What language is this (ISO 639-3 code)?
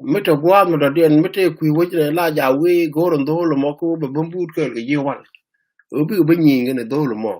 nus